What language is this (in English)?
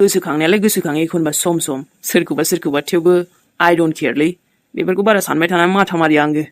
Bodo